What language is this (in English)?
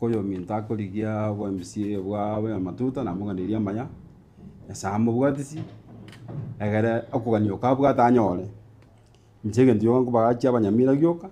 Gusii